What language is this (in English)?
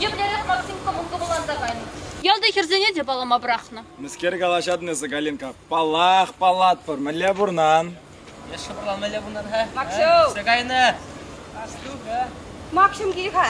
Chuvash